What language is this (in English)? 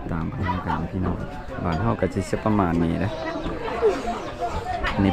Lao